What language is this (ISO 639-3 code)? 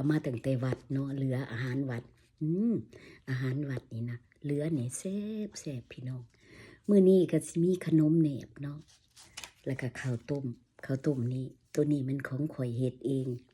lao